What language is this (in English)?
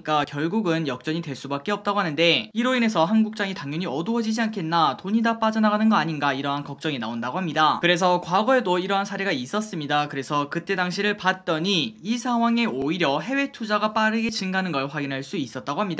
Korean